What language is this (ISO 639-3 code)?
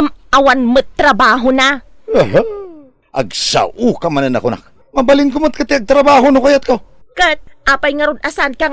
ilo